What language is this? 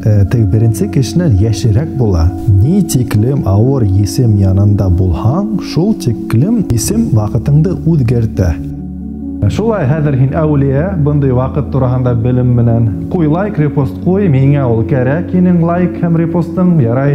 Bashkir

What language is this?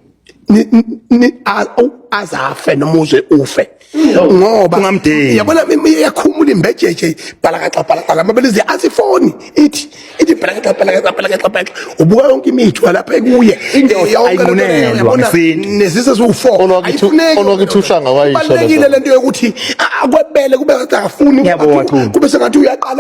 Zulu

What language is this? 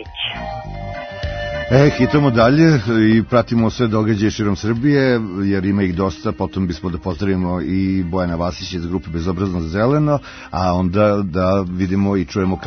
Serbian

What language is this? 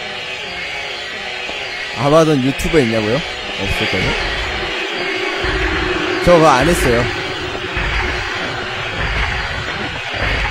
Korean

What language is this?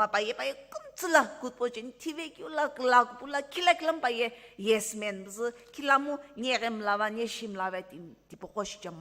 Sumi Naga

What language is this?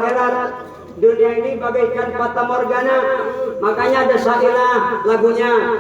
Betawi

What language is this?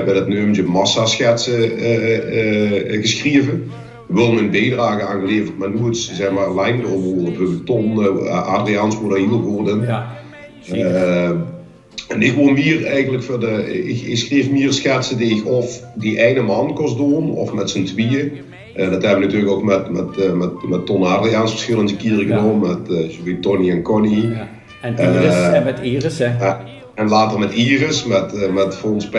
Limburgish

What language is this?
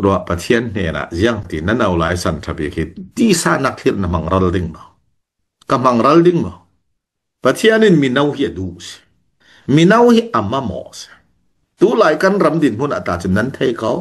Falam Chin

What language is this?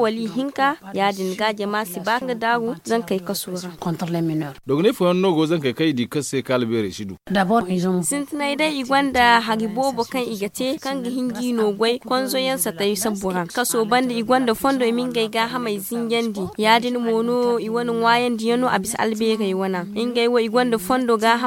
Zarma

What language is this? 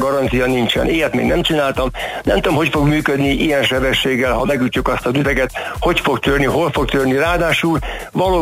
Hungarian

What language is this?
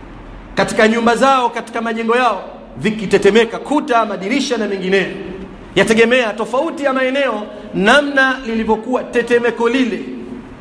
Swahili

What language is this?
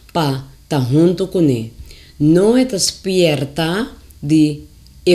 Papiamento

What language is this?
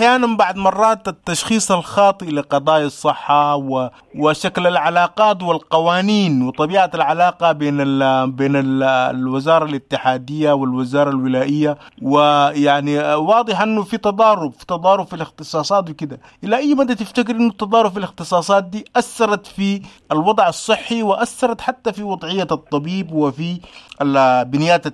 Sudanese Arabic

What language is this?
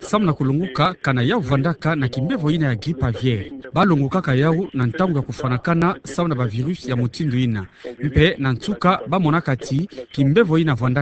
Kituba (Democratic Republic of Congo)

